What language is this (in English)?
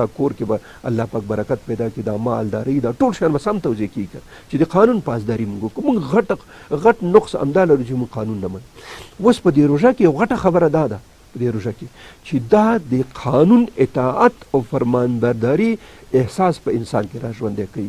Pashto